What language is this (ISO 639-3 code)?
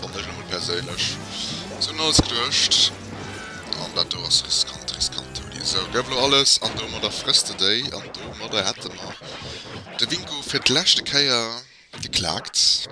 ltz